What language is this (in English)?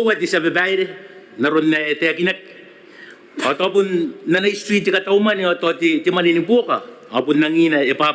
Gilbertese